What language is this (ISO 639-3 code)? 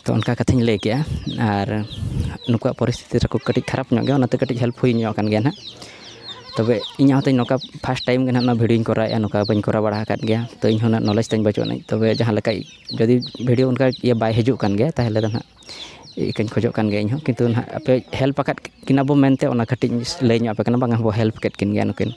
sat